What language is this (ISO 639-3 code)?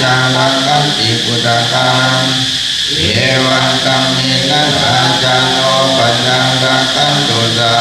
pli